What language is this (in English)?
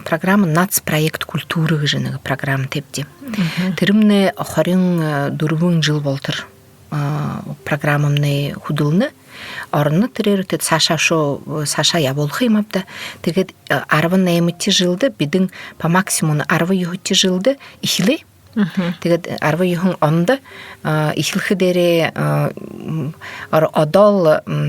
Buriat